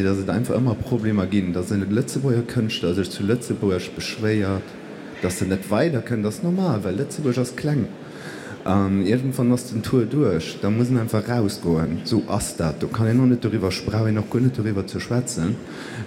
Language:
Luxembourgish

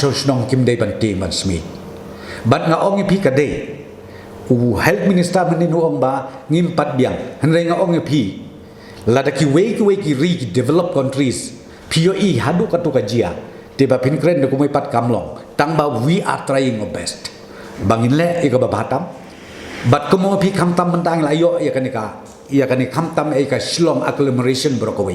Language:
Khasi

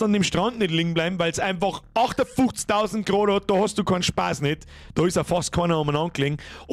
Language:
Bavarian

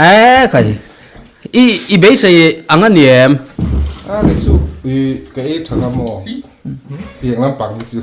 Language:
Mizo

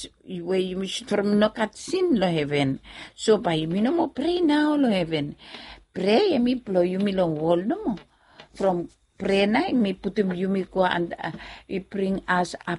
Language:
Bislama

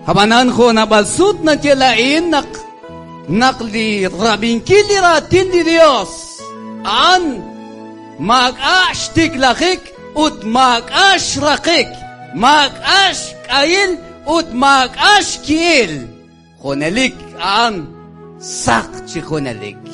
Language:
Kekchí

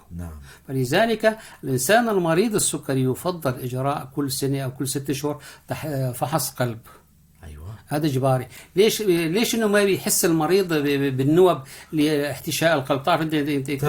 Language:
North Levantine Arabic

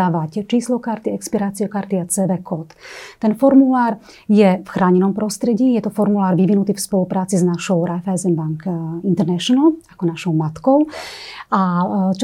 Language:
Slovak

